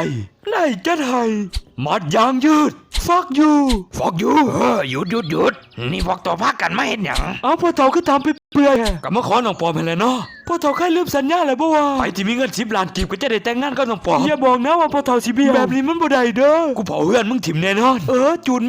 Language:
Northeastern Thai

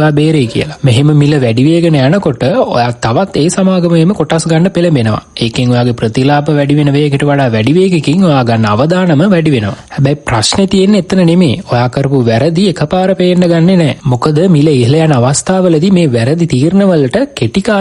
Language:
Sinhala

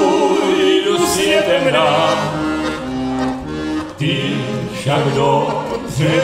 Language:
Czech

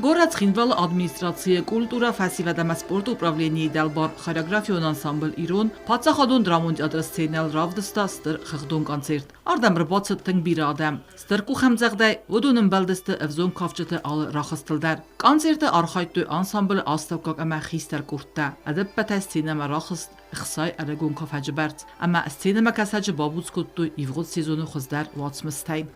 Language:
Ossetic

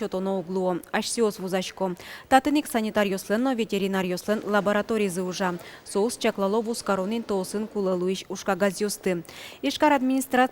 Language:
Udmurt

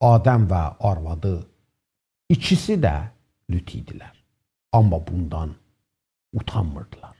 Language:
South Azerbaijani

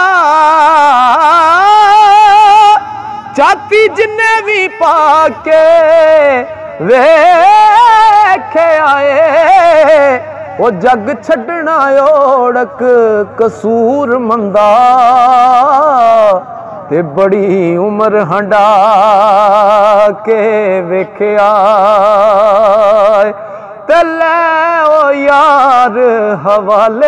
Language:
Punjabi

